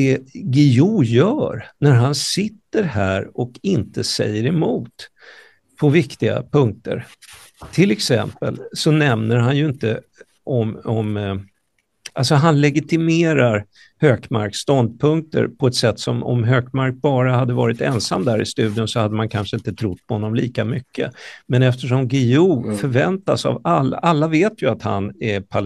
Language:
Swedish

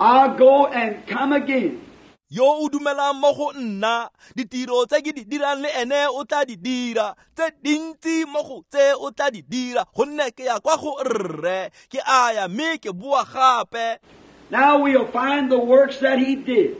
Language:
Tswana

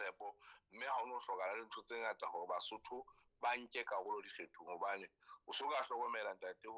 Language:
Southern Sotho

